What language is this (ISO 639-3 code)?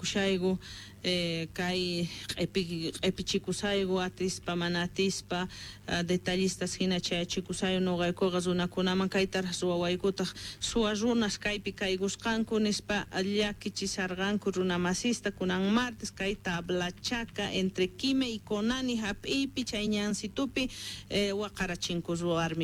que